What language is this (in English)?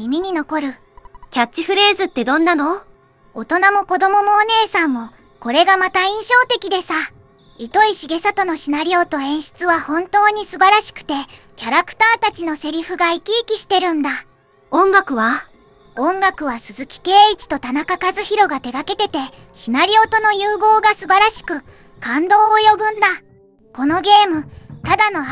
Japanese